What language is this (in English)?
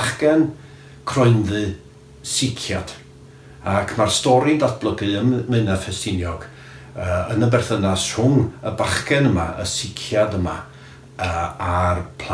Welsh